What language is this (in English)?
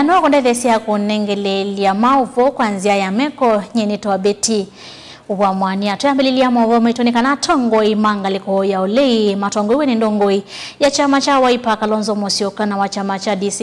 Kamba